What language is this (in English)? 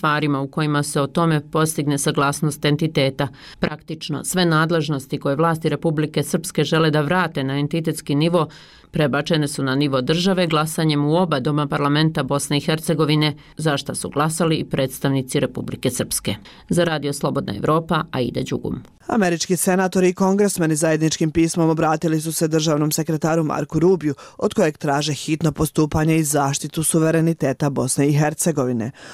Bosnian